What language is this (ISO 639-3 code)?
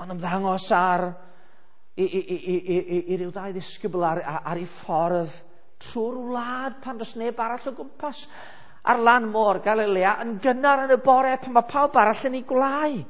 cym